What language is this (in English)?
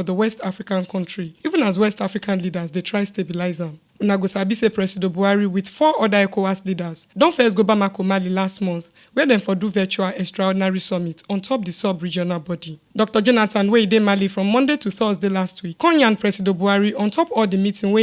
Nigerian Pidgin